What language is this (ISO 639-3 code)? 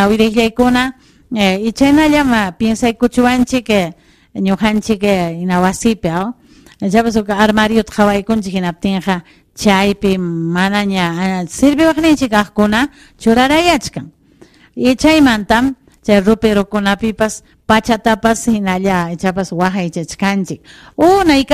quy